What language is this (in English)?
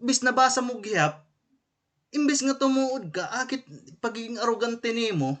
Waray